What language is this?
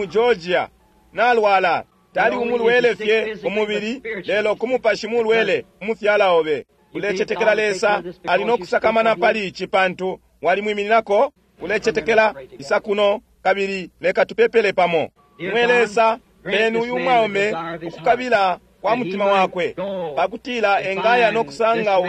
Bemba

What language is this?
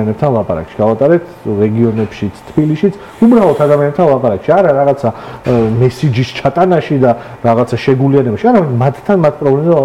Georgian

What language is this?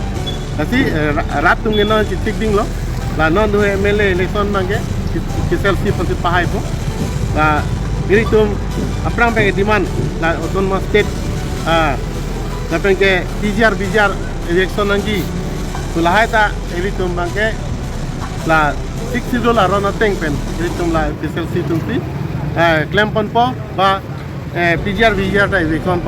Karbi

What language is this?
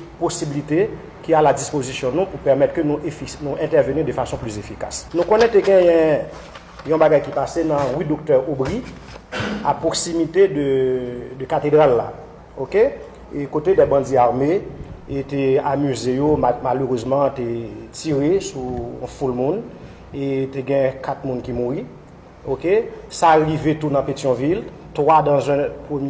Haitian Creole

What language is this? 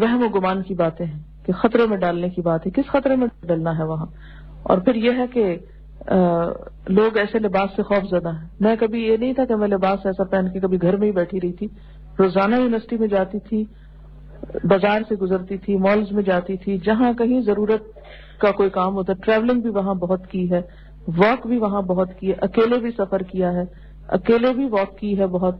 Urdu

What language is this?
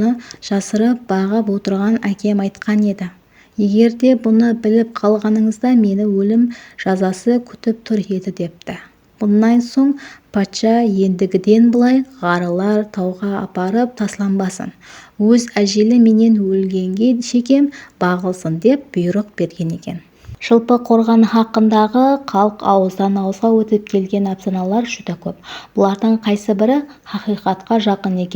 Kara-Kalpak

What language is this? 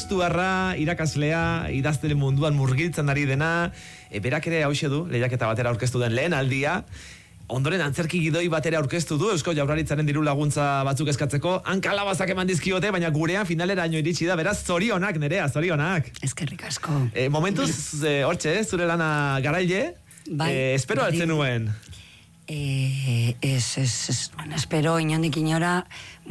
Basque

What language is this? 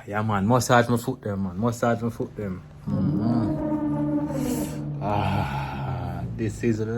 Jamaican Creole English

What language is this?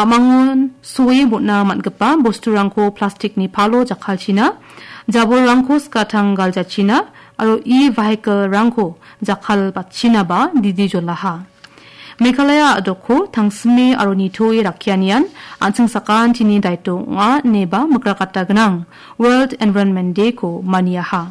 Garo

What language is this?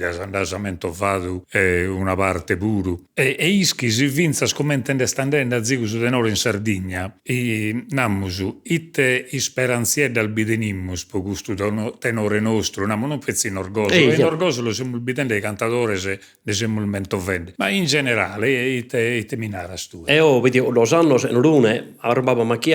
Sardinian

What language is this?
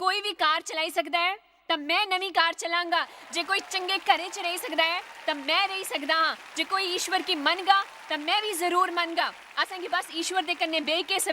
Dogri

